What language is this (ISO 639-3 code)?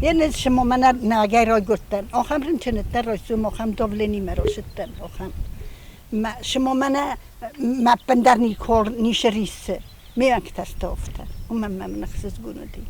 oss